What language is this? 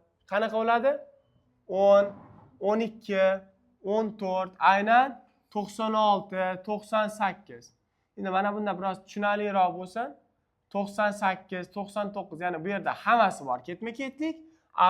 Uzbek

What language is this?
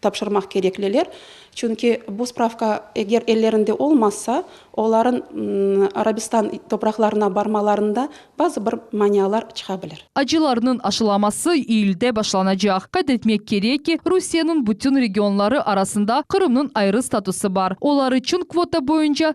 Crimean Tatar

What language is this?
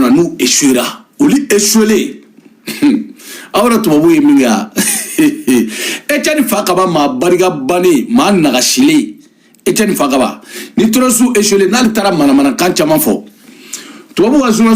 Bambara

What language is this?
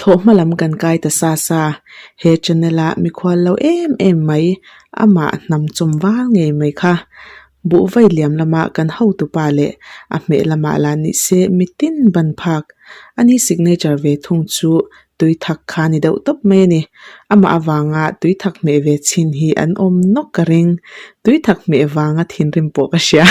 Mizo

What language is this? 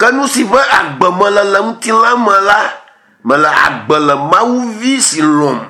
Ewe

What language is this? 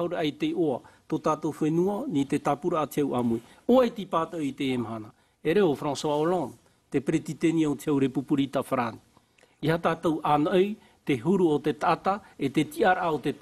Tahitian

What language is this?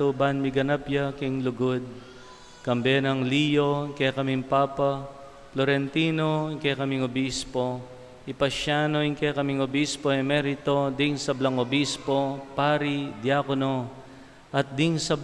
Pampanga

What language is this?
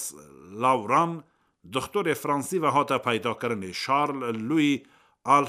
Kurdish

